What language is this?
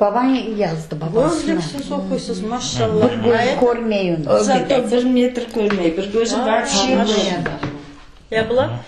Crimean Tatar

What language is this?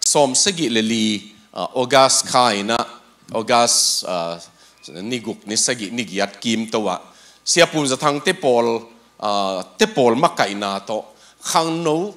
Tedim Chin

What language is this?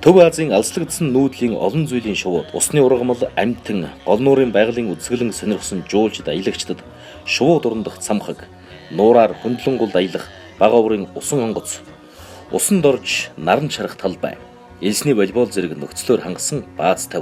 Mongolian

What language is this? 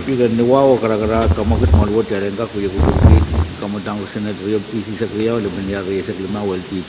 Pohnpeian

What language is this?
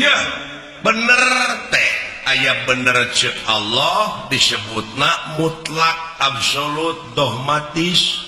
Sundanese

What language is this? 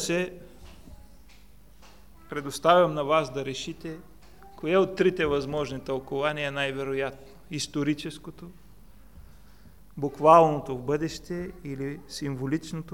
Bulgarian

